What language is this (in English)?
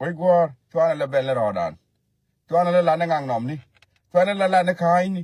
Nuer